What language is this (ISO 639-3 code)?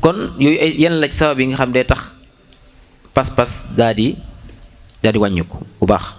wol